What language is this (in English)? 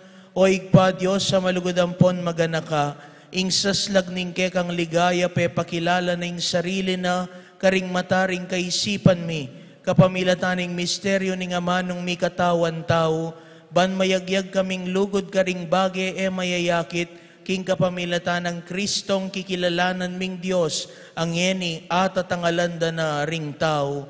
Pampanga